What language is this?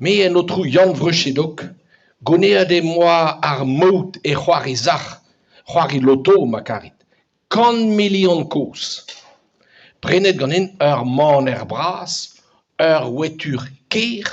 Breton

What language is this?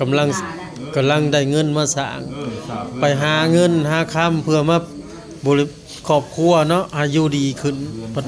Northeastern Thai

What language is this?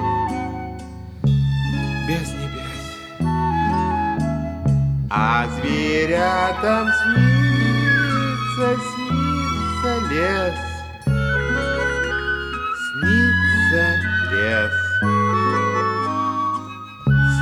Russian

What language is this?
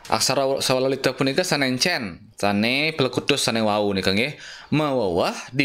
Balinese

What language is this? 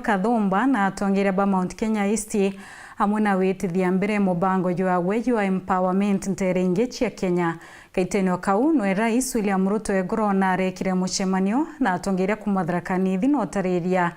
Meru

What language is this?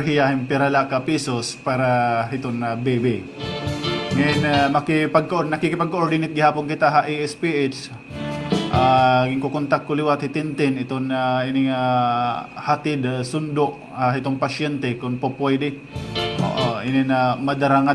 Waray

